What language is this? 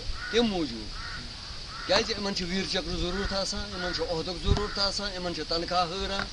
Kashmiri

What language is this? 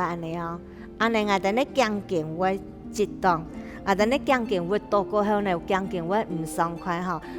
Hakka Chinese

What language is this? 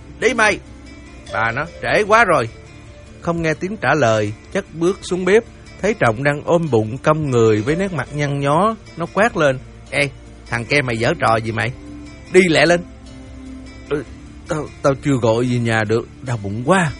Vietnamese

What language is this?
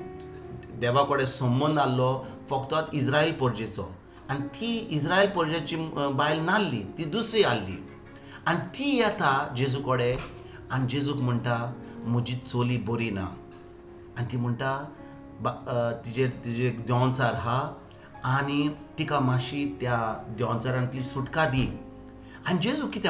Konkani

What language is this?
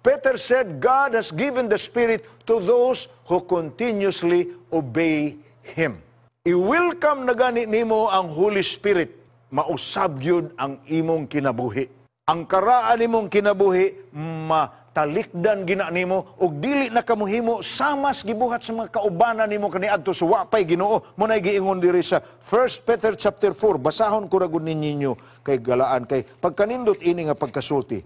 Cebuano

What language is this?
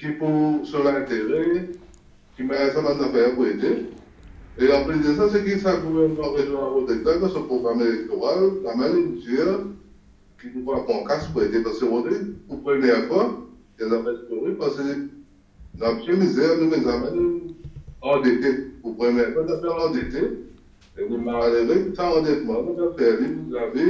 Morisyen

